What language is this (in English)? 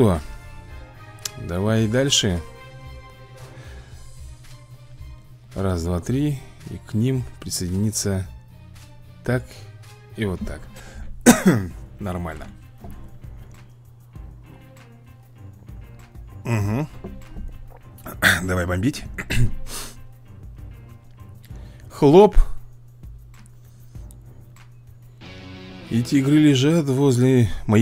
Russian